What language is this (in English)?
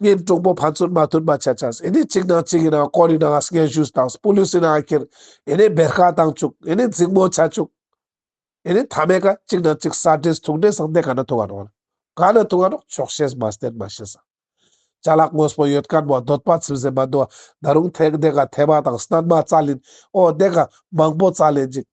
Ladakhi